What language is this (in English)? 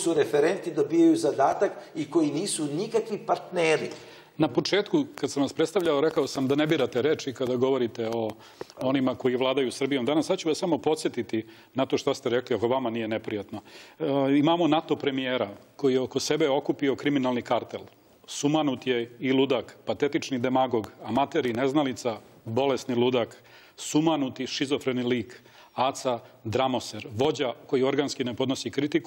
Serbian